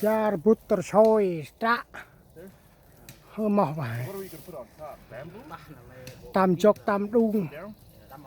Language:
Central Mnong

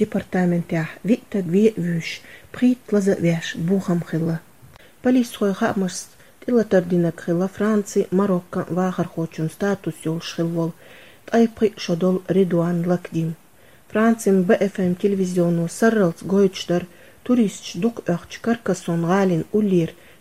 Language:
Chechen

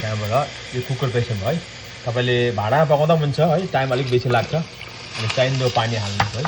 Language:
Nepali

